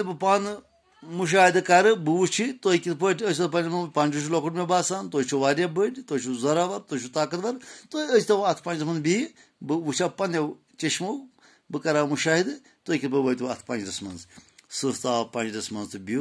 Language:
Kashmiri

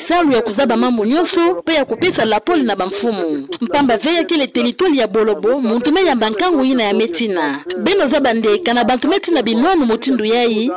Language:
Kituba (Democratic Republic of Congo)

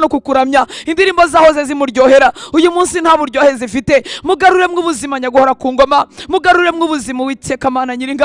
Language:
Kinyarwanda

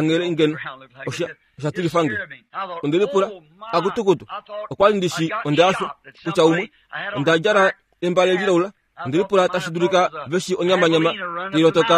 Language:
Kuanyama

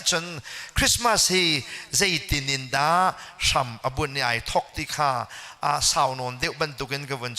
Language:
Hakha Chin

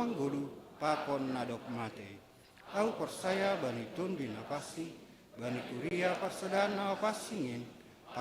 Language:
Batak Simalungun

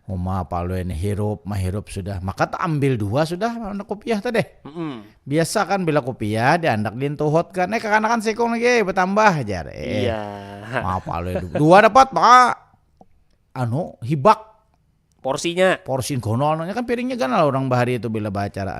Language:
Banjar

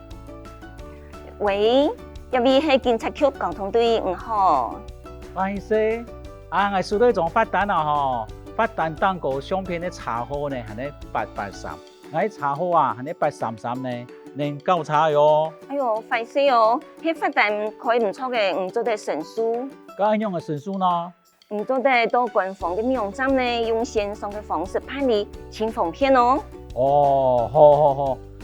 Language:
Hakka Chinese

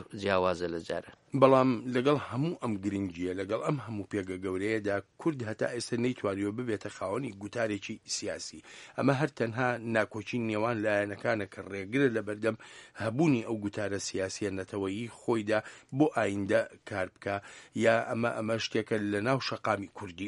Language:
Central Kurdish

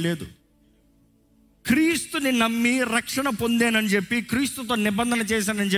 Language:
Telugu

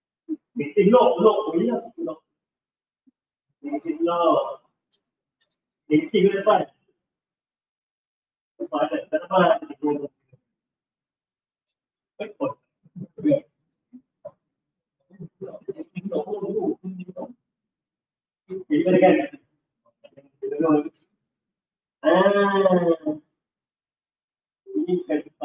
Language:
Malay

